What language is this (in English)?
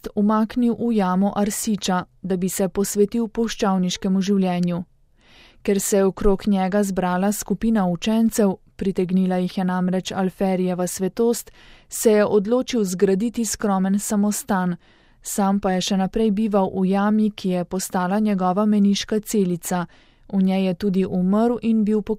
Slovenian